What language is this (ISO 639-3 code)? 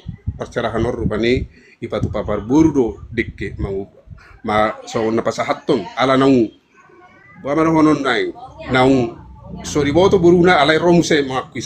bbc